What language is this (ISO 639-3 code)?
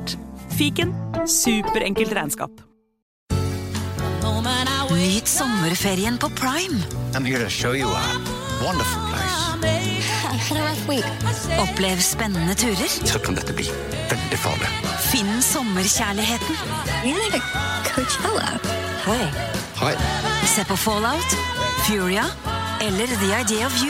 nor